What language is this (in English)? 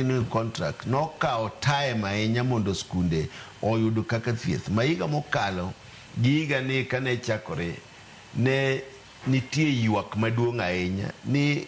Luo (Kenya and Tanzania)